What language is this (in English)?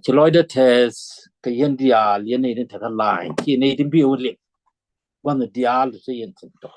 Nuer